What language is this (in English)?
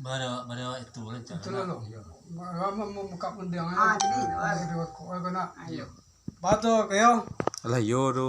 Minangkabau